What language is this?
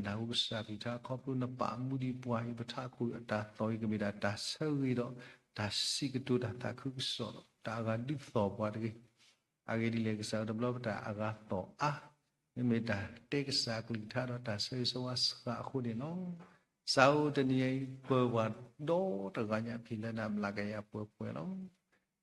S'gaw Karen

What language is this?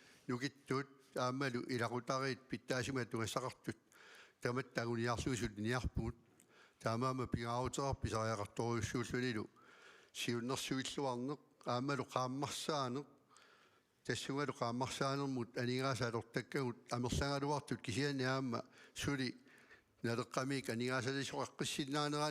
Kalaallisut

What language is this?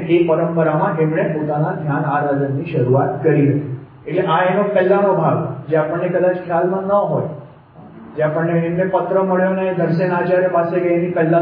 Gujarati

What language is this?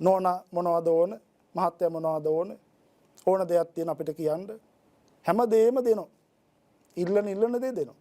Sinhala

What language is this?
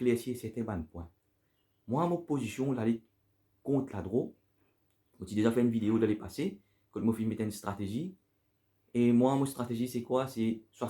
Morisyen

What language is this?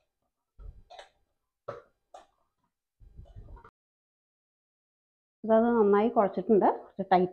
Malayalam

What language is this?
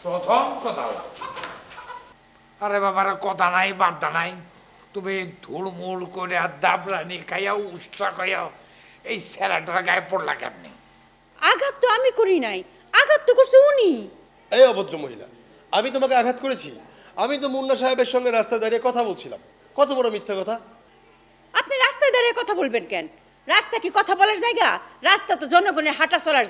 Bangla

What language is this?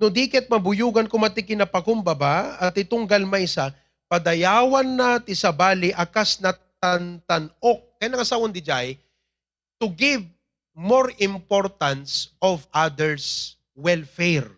Iloko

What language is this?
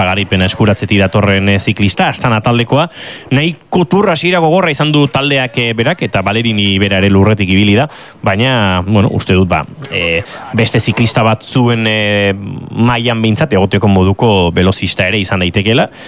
Basque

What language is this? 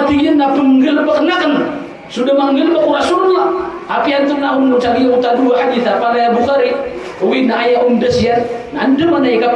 Maranao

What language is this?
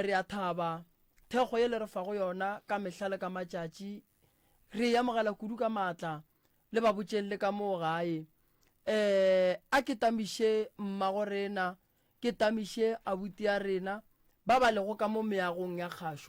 Northern Sotho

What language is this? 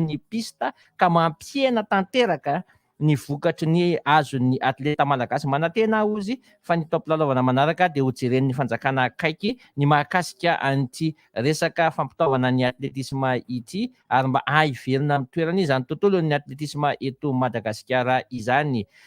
Malagasy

